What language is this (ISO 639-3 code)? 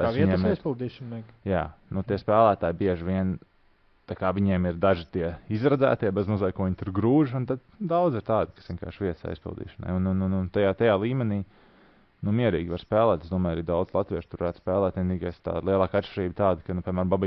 lav